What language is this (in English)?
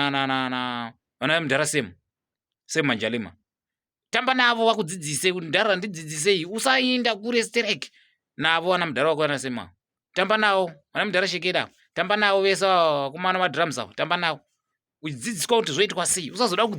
Shona